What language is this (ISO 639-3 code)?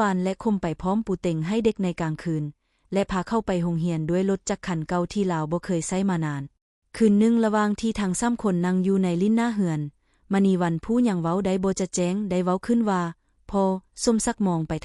lao